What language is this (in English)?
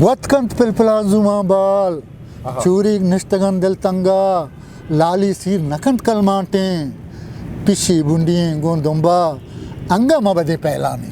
Eastern Balochi